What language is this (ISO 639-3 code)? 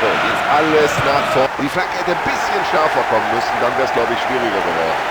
bar